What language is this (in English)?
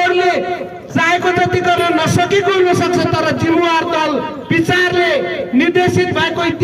Nepali